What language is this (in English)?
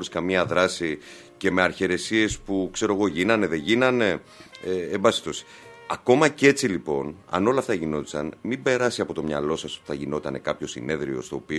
Greek